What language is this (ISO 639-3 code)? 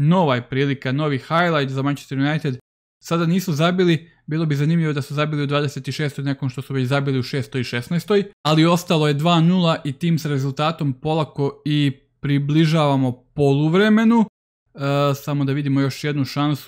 hrv